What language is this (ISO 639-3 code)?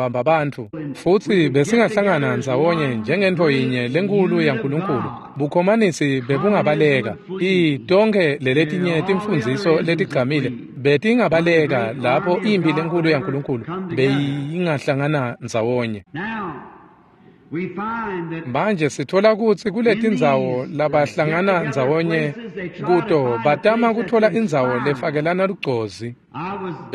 ssw